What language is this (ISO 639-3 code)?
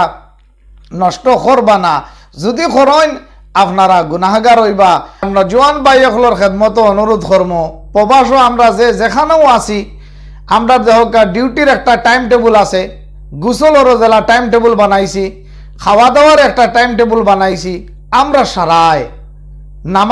syl